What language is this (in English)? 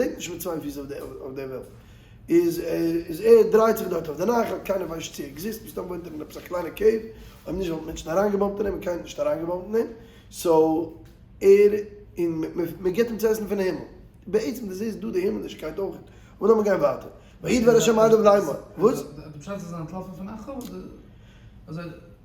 Yiddish